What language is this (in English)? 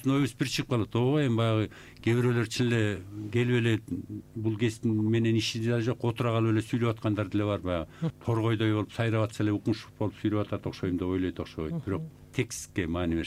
Kyrgyz